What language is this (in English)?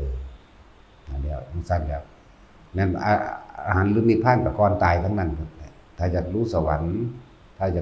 Northeastern Thai